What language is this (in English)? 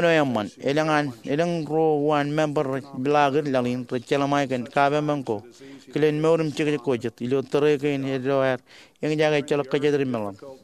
Marshallese